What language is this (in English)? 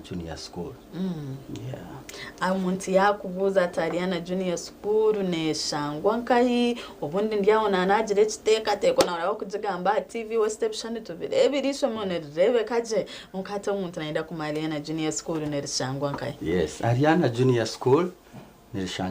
Nyankole